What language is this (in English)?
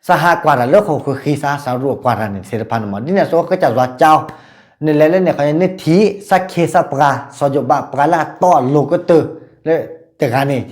S'gaw Karen